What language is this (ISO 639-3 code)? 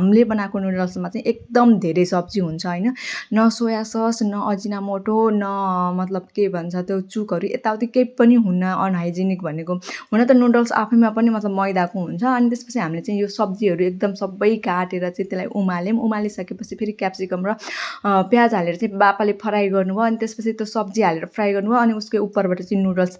nep